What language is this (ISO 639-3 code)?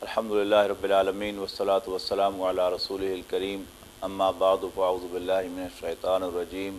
lah